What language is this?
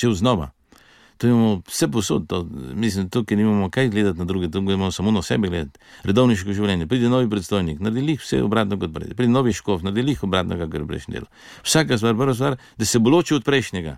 Slovenian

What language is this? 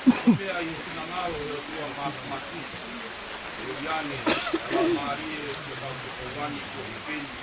Tongan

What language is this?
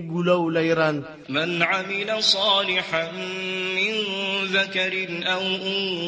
Maranao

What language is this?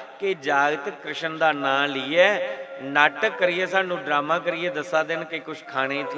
Dogri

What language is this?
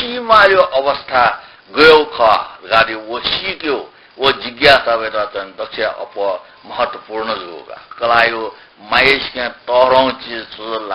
Newari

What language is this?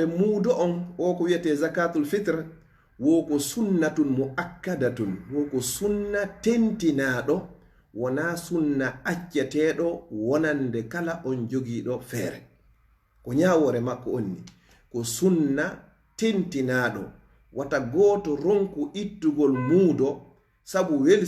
Fula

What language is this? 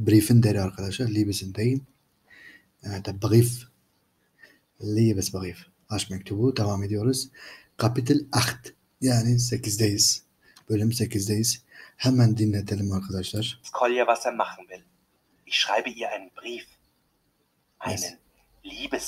Turkish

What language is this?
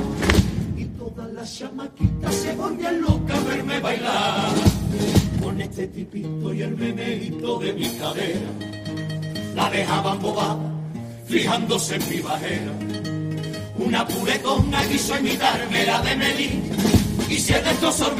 Spanish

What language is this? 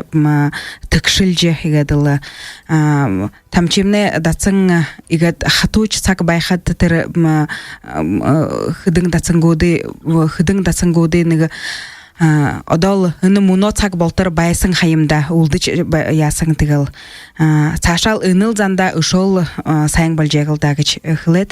Buriat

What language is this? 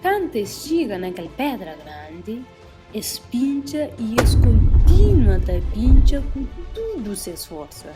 Kabuverdianu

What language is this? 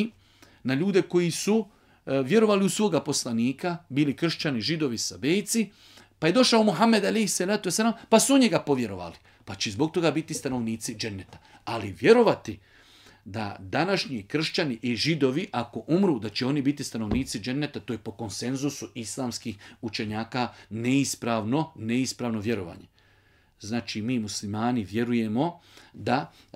Bosnian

